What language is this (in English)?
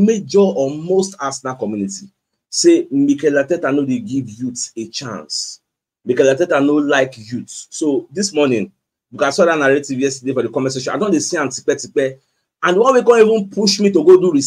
Nigerian Pidgin